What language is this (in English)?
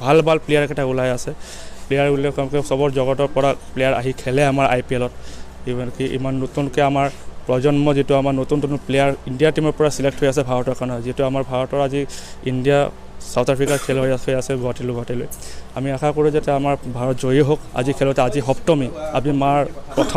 Assamese